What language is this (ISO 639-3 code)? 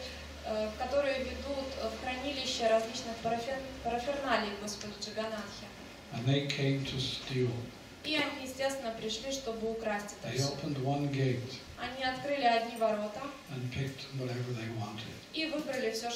rus